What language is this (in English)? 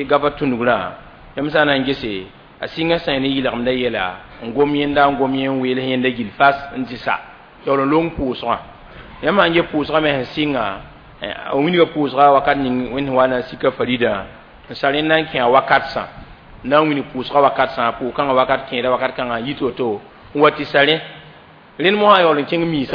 Mossi